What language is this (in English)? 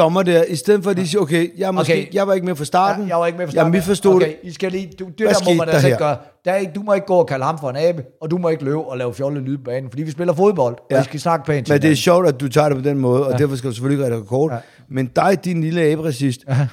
Danish